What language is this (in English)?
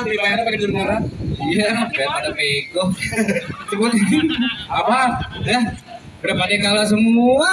Betawi